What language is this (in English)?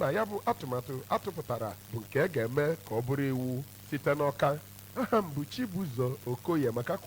Igbo